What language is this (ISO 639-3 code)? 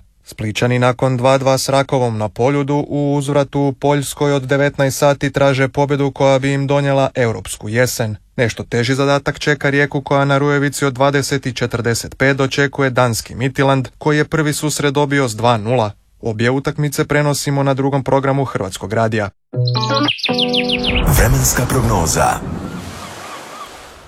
hrv